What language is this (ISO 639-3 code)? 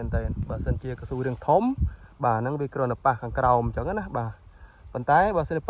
khm